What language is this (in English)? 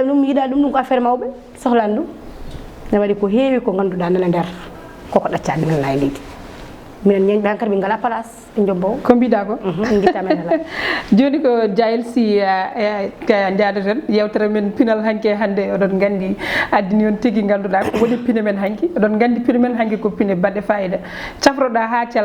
Fula